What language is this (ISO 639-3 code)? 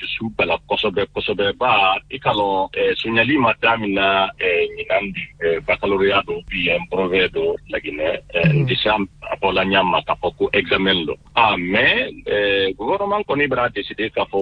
bam